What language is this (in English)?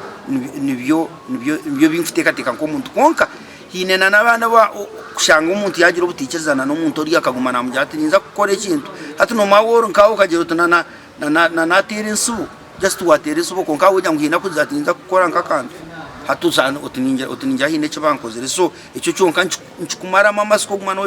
Nyankole